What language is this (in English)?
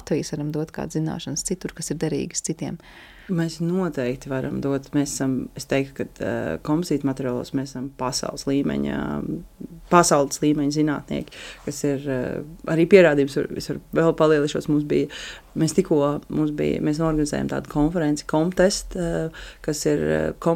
Latvian